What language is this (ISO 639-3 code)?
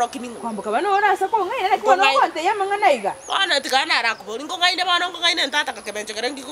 guz